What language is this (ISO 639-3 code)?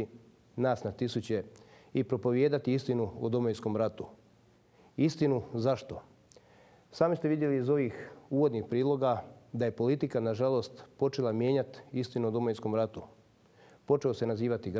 hrv